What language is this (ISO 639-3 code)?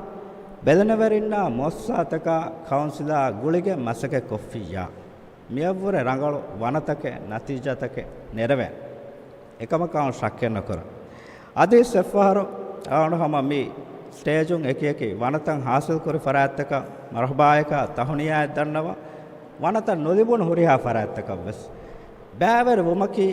div